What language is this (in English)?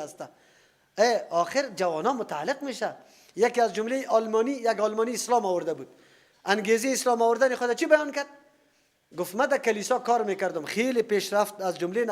Persian